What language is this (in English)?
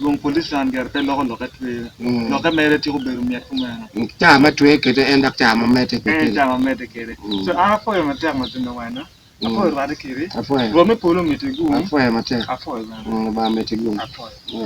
Acoli